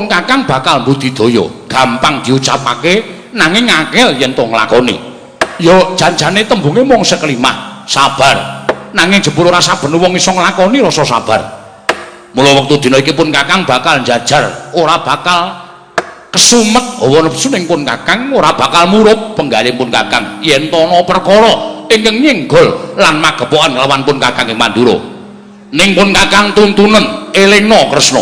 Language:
Javanese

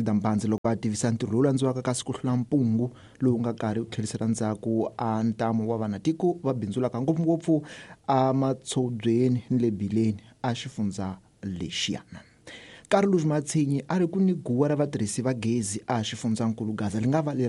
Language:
Tsonga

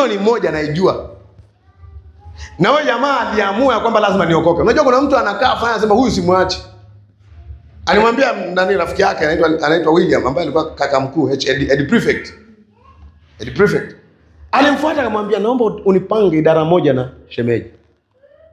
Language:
Swahili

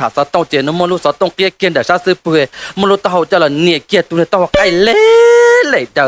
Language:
Hmong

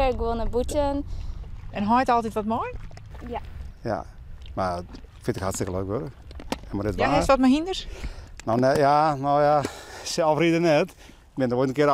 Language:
Western Frisian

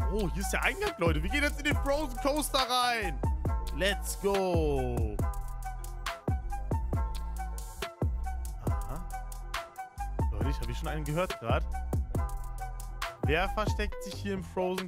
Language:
German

